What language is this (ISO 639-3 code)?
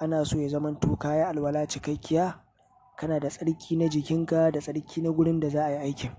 hau